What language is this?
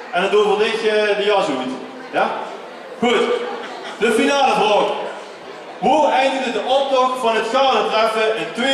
Limburgish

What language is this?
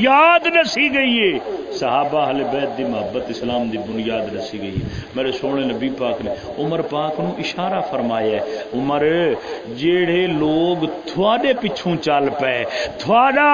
Saraiki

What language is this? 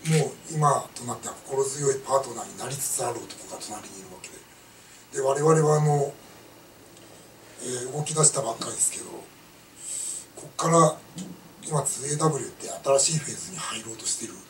Japanese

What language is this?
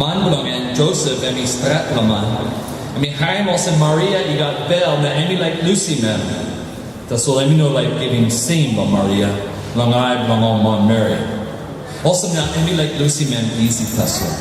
Tok Pisin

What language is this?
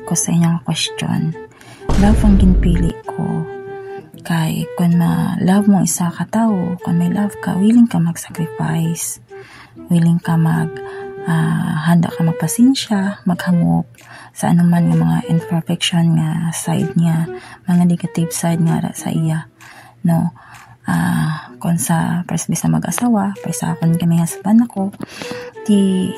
Hiligaynon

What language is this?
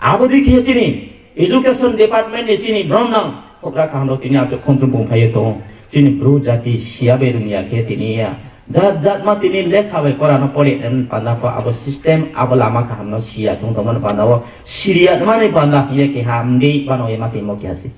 Riang (India)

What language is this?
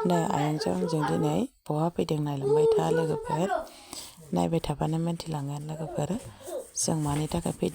Bodo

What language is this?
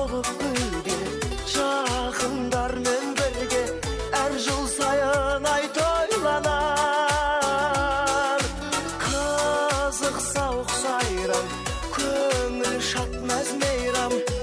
Kara-Kalpak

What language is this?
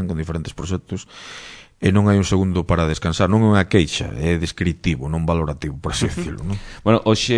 Galician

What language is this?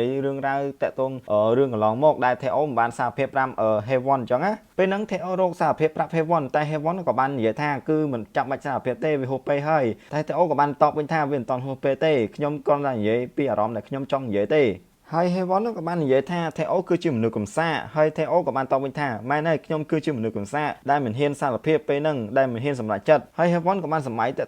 Khmer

